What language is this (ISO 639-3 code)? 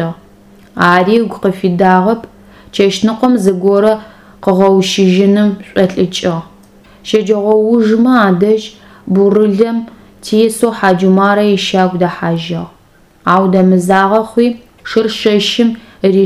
ady